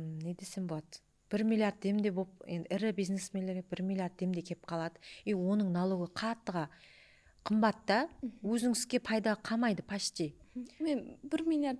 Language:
Kara-Kalpak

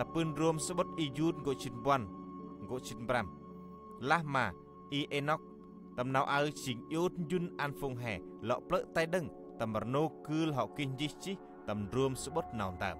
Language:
Central Mnong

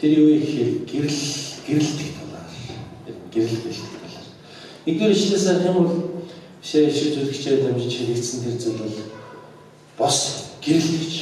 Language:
Mongolian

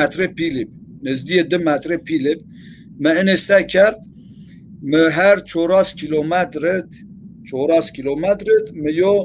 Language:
Zaza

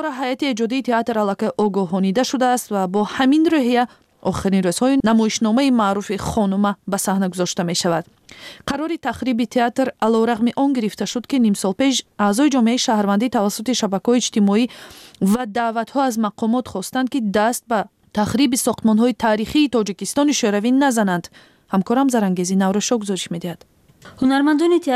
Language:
Tajik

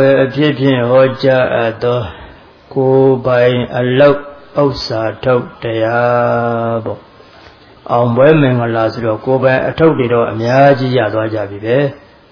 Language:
Burmese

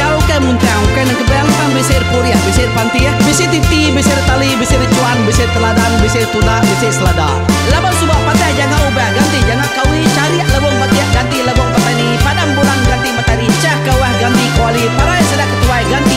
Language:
Iban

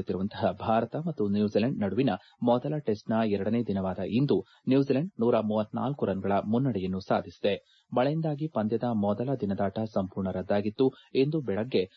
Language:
Kannada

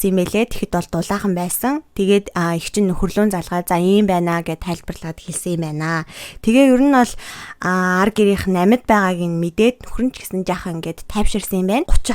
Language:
Mongolian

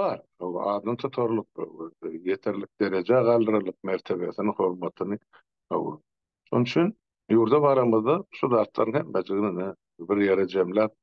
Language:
Turkmen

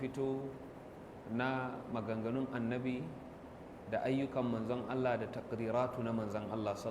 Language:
Hausa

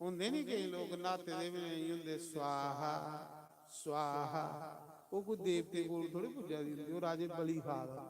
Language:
Dogri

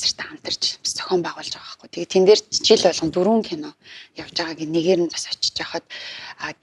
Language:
Mongolian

